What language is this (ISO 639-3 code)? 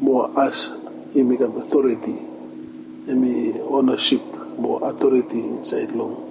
bis